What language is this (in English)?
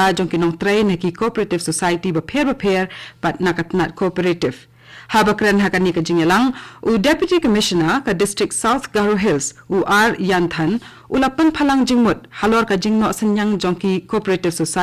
Khasi